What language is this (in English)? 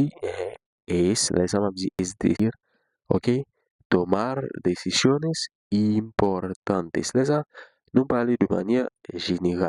Haitian Creole